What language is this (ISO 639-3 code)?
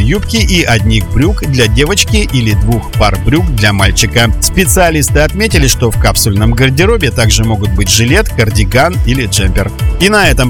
rus